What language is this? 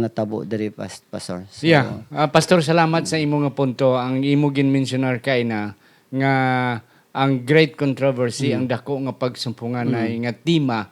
Hiligaynon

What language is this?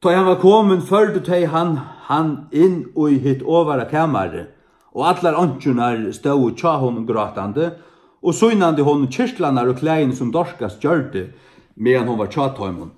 Faroese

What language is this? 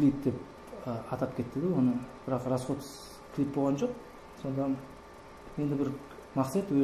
Kara-Kalpak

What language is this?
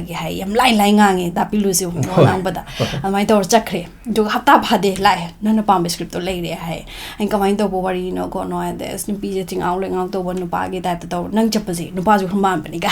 Manipuri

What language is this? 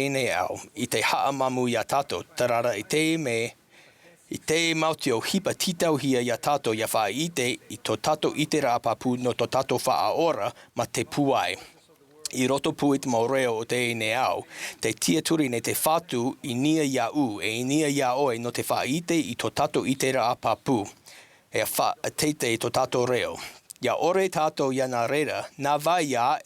Tahitian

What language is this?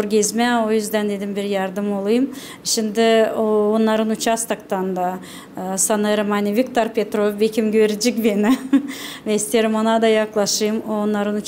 Gagauz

